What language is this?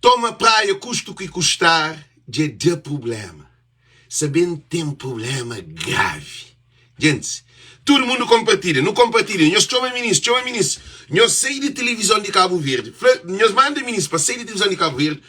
Kabuverdianu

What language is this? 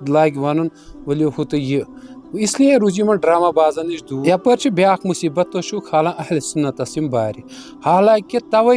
Kashmiri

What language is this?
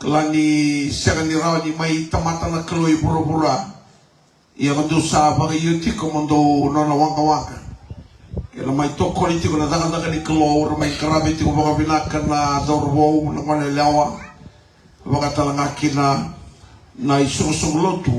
Fijian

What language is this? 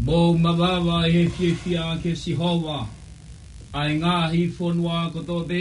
Tongan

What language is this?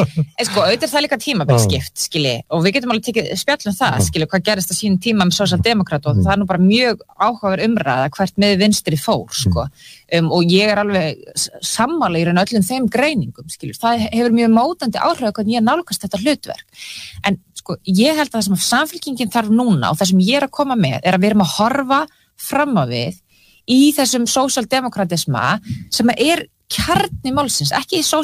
Icelandic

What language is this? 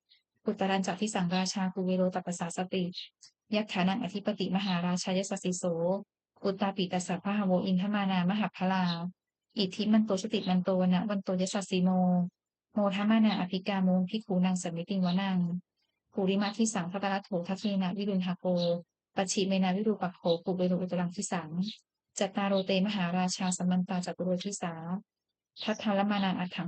Pali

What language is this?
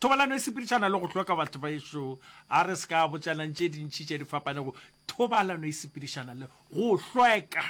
Northern Sotho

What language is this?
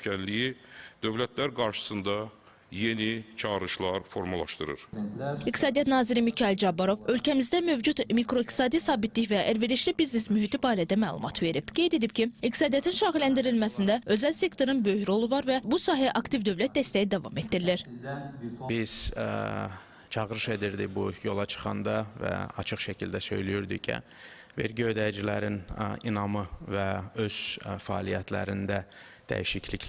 Azerbaijani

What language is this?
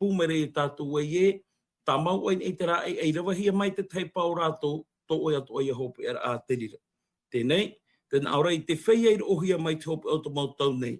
Tahitian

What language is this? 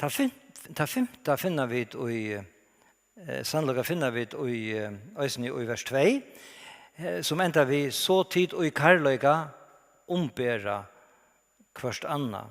Faroese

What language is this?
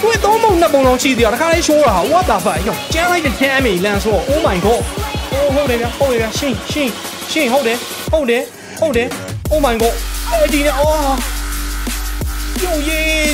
Burmese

